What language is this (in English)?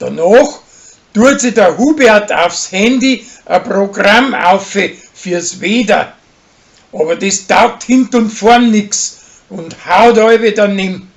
Bavarian